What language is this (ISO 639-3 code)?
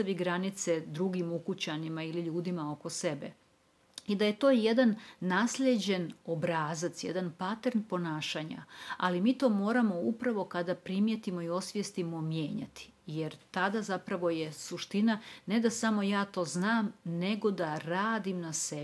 hrv